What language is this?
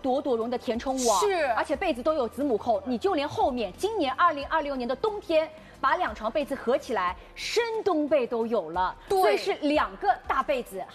Chinese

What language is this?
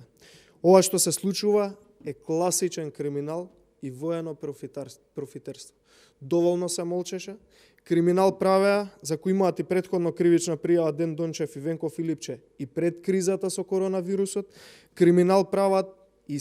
Macedonian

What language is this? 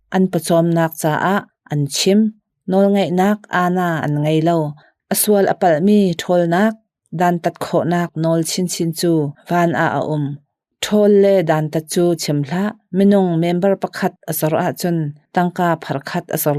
Hakha Chin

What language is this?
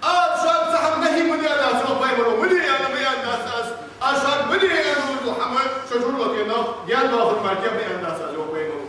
Ingush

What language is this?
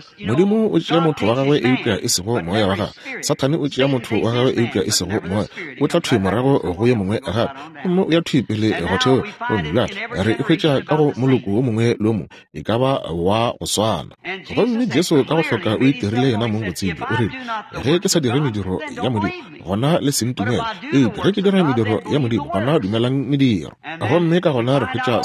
Northern Sotho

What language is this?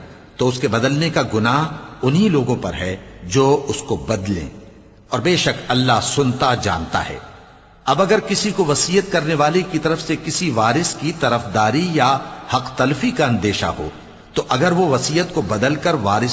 Urdu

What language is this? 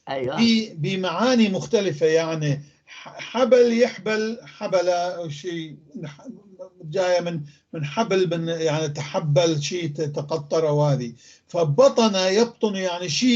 North Levantine Arabic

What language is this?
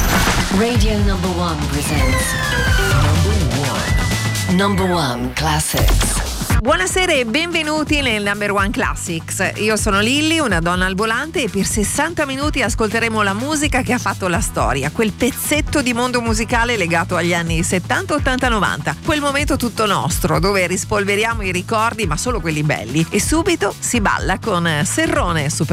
Italian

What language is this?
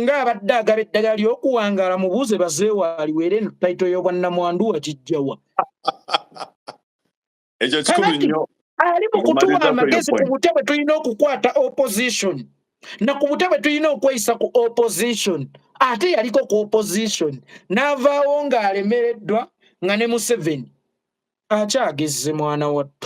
Ganda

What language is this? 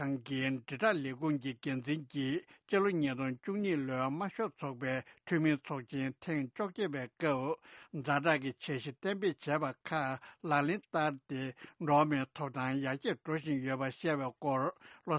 Tibetan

